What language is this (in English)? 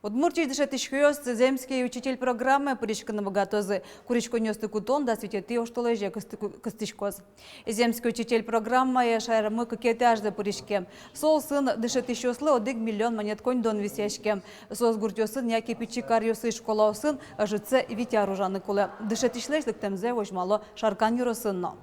Udmurt